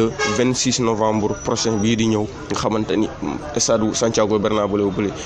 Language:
Wolof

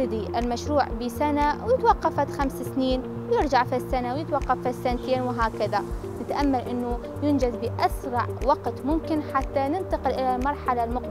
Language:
Arabic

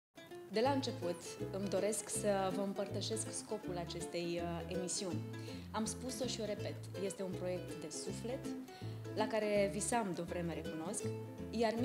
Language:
Romanian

